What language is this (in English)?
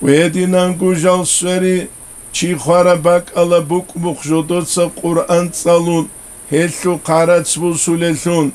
Avaric